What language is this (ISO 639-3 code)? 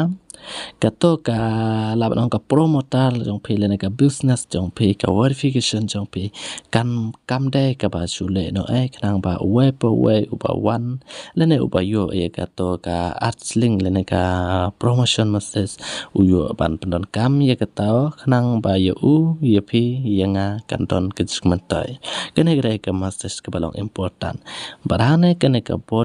kha